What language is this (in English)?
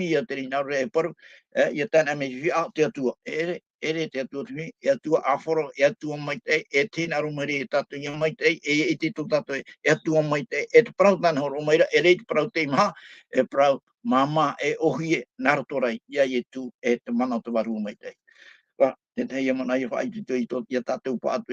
Tahitian